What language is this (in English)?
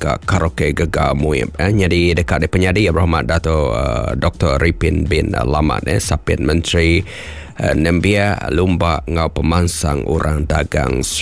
Iban